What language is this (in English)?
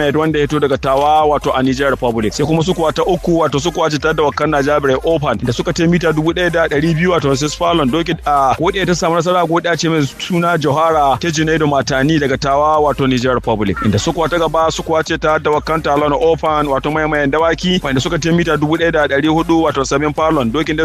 Hausa